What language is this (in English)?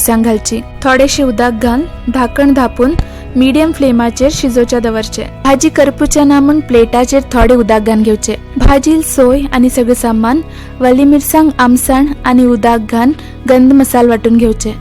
Konkani